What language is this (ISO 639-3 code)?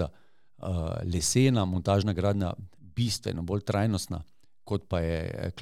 slv